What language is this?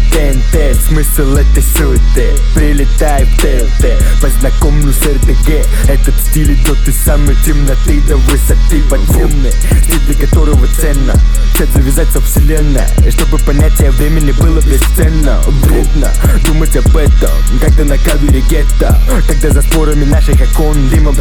Russian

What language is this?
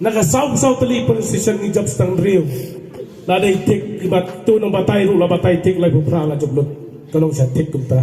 Khasi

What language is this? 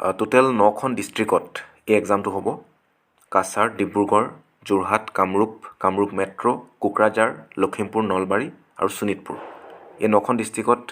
Assamese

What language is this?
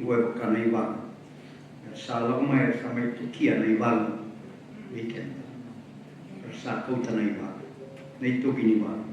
Fijian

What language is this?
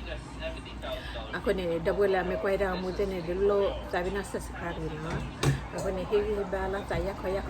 S'gaw Karen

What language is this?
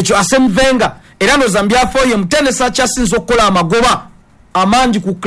Ganda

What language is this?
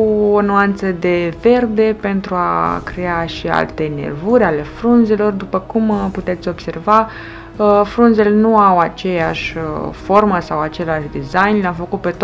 Romanian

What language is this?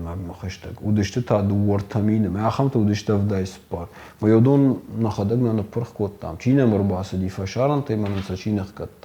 Ossetic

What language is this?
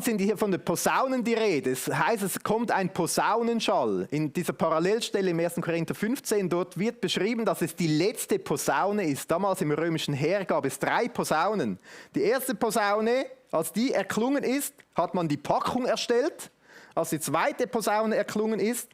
Swiss German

